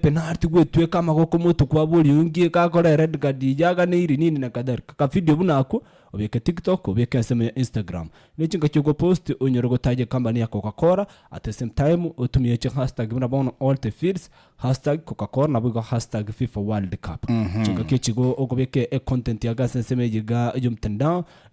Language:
Gusii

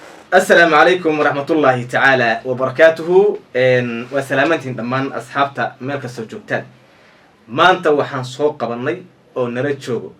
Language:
Somali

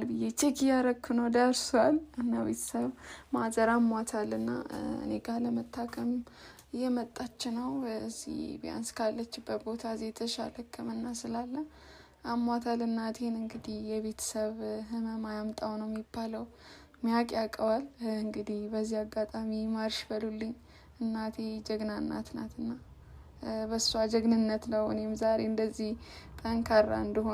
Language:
Amharic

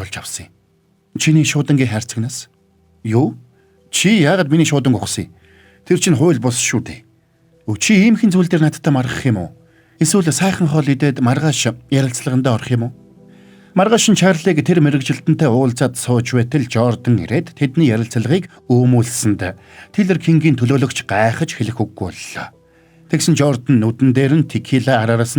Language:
Mongolian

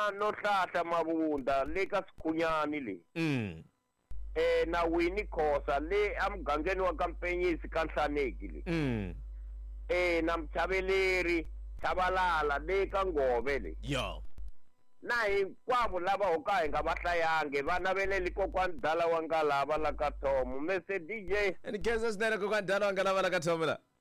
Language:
Tsonga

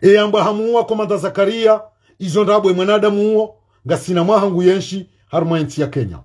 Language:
Ngazidja Comorian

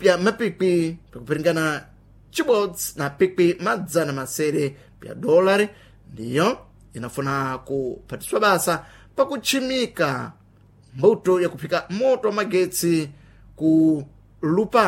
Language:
Sena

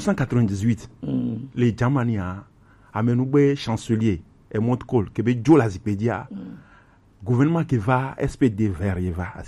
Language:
Gen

